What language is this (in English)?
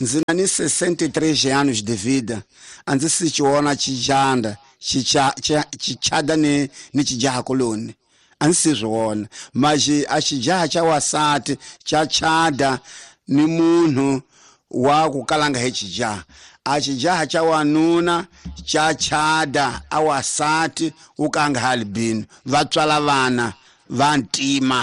Tsonga